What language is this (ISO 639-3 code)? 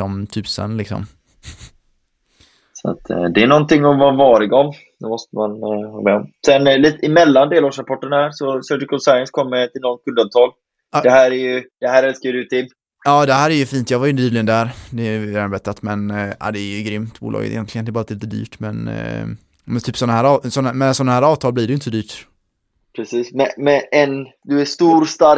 swe